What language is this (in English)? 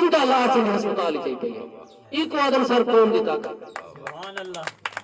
Saraiki